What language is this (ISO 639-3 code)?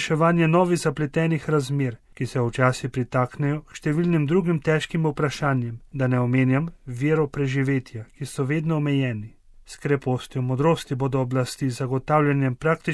slv